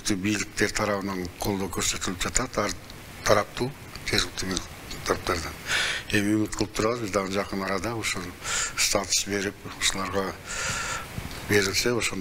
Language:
Kyrgyz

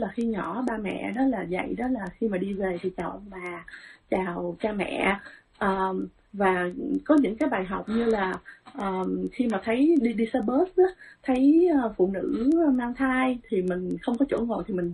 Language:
Vietnamese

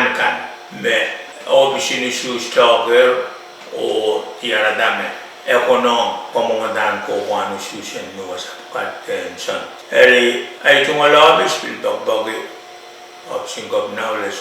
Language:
Pohnpeian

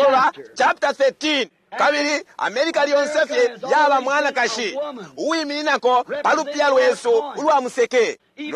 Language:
Bemba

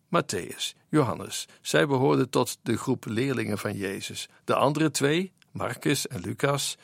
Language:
Dutch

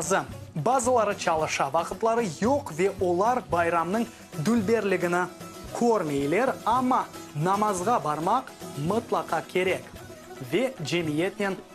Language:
Crimean Tatar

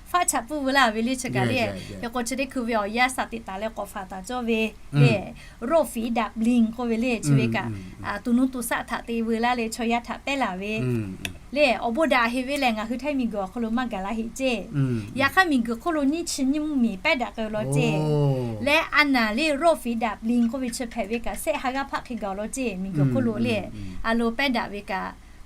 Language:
Lahu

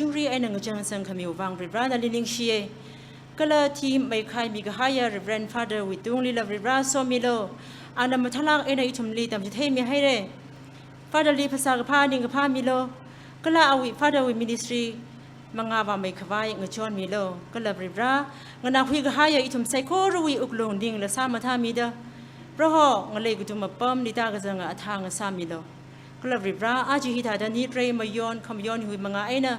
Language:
Tangkhul Naga (India)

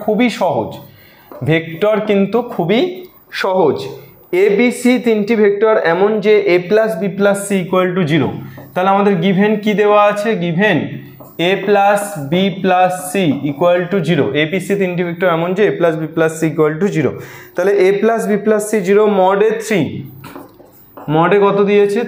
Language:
Bangla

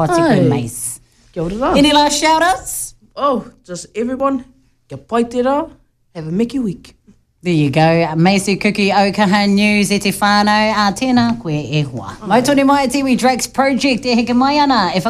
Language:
Māori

